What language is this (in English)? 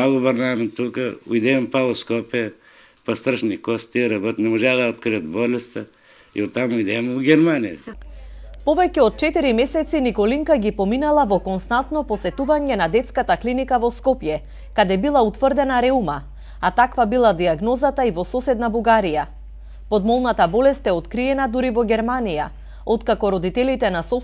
Macedonian